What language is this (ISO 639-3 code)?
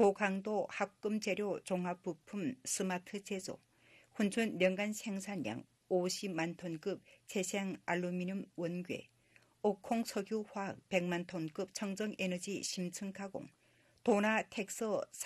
kor